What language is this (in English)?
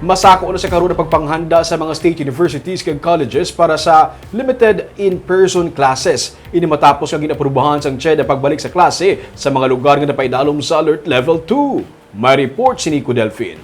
Hiligaynon